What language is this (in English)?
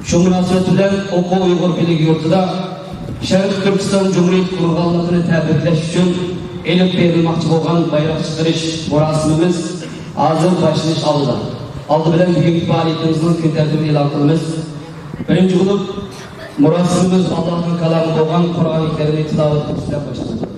Uyghur